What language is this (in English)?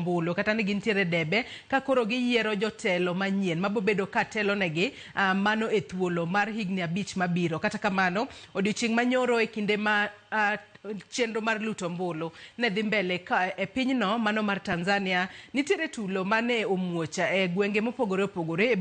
Luo (Kenya and Tanzania)